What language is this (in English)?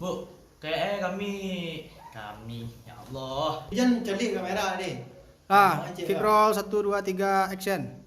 Minangkabau